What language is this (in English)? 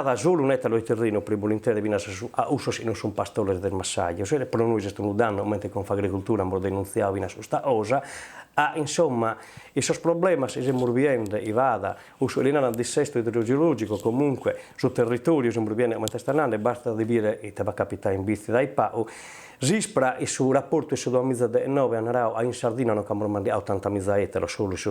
Sardinian